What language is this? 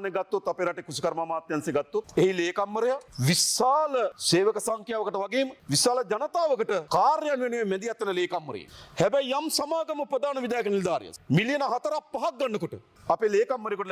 Sinhala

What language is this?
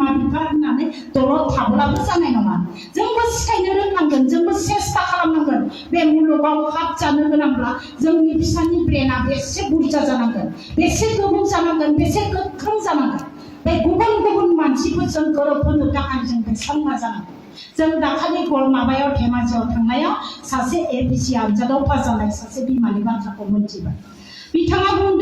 Bodo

